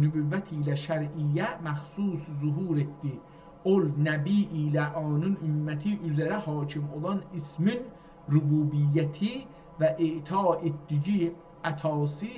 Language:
South Azerbaijani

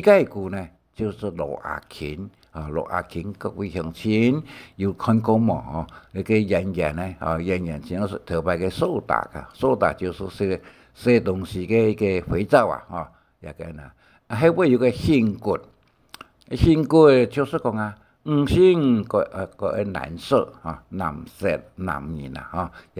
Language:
Hakka Chinese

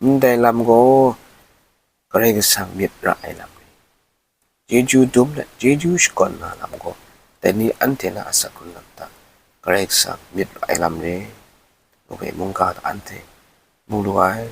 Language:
Kachin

